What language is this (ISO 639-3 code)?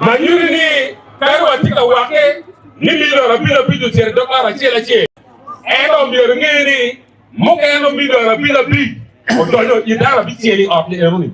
ach